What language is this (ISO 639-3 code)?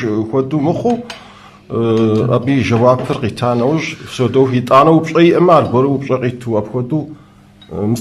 kbd